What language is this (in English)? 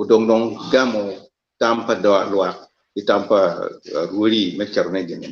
Acoli